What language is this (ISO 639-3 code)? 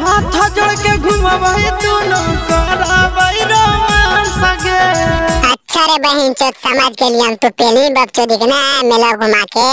mag